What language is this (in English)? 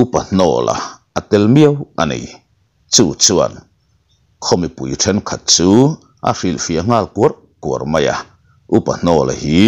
Mizo